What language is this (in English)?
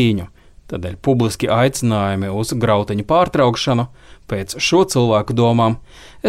Latvian